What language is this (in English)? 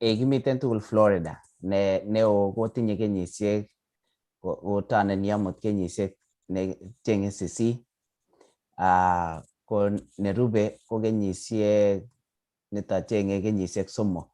Kalenjin